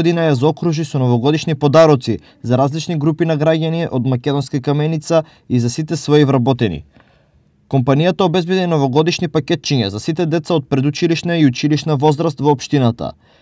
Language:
Macedonian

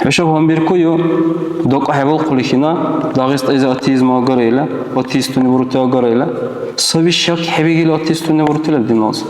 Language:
Dargwa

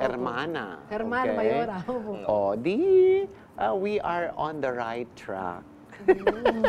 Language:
Pampanga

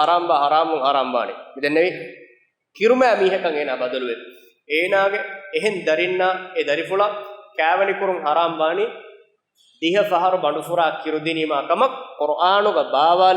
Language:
Divehi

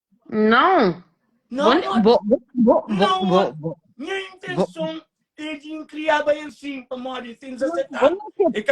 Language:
Kabuverdianu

